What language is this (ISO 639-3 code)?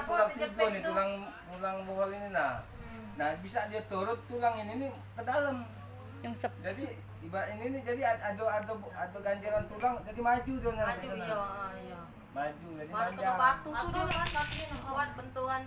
mui